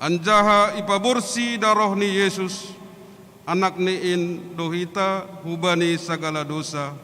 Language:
Batak Simalungun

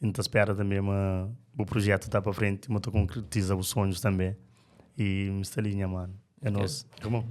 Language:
Kabuverdianu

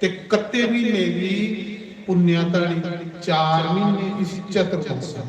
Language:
Dogri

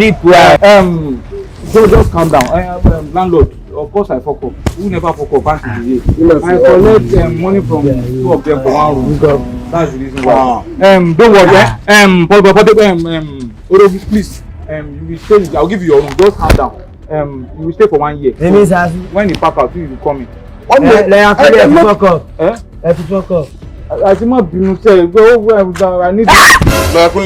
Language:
Nigerian Pidgin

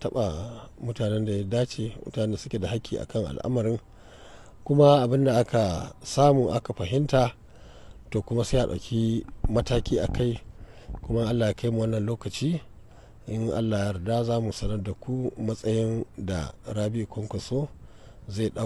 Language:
Hausa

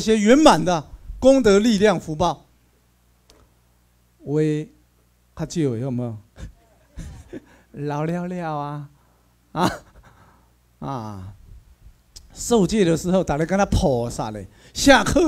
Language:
Chinese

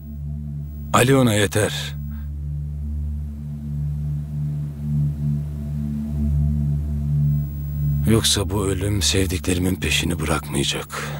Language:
Turkish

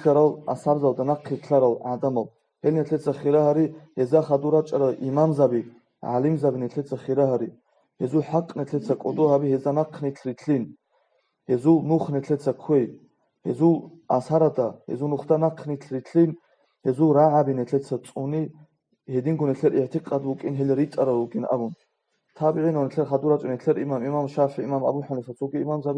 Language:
Avaric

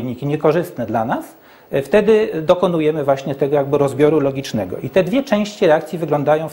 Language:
Polish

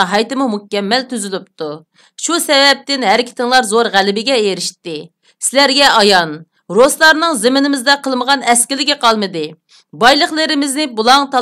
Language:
Uyghur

